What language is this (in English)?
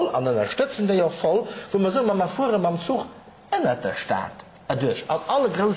Luxembourgish